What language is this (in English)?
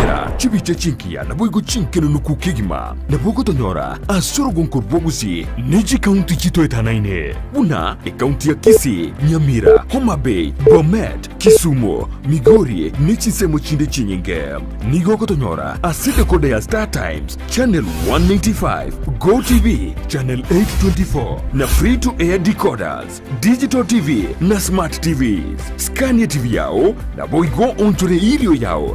Gusii